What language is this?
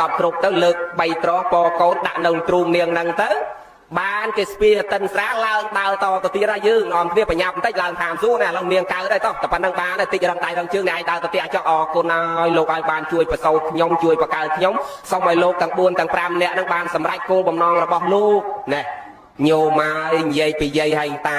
Khmer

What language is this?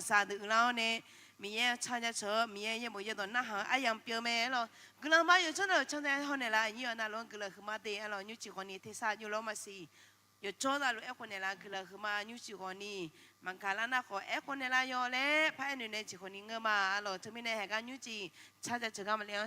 Akha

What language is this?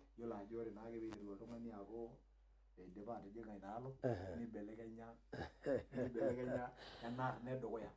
Masai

